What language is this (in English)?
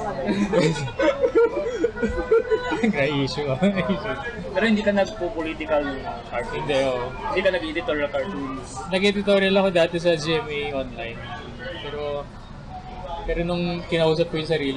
Filipino